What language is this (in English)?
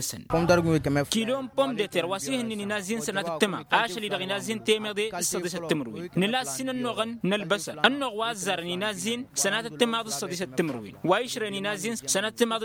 Tamasheq